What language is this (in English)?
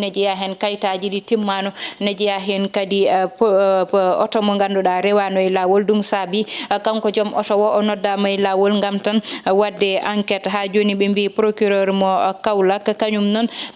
Fula